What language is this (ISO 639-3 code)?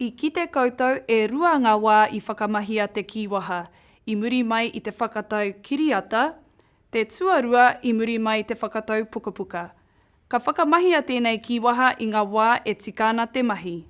mri